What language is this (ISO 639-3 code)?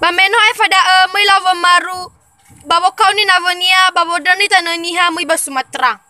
nia